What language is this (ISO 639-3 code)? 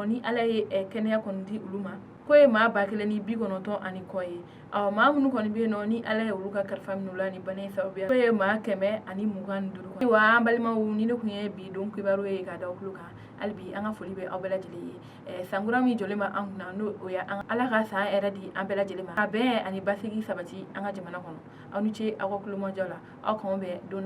bam